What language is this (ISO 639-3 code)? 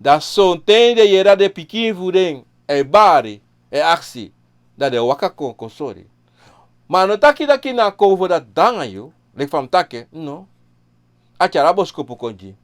srn